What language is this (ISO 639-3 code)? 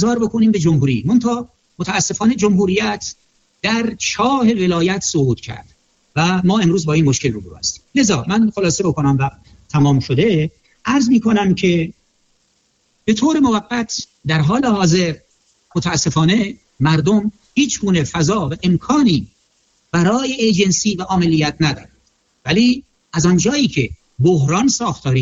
fas